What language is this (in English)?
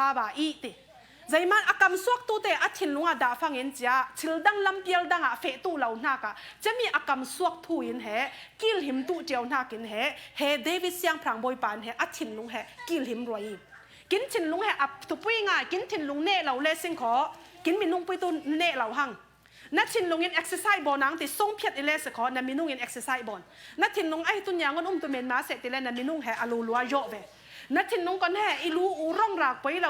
Falam Chin